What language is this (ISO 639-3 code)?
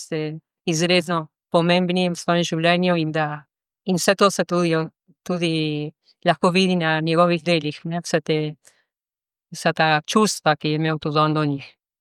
slv